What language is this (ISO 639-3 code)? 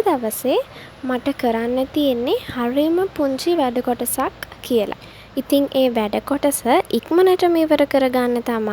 sin